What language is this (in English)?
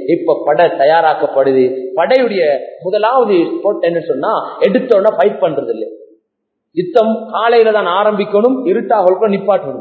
Tamil